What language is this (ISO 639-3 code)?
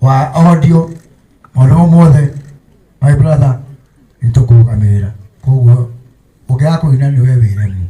kik